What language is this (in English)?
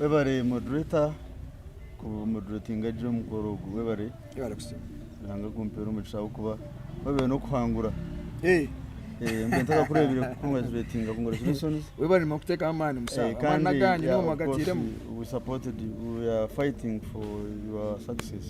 Nyankole